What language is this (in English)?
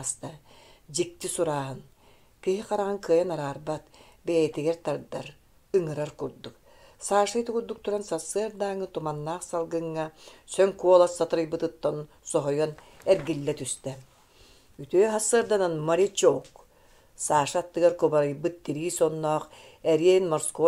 Yakut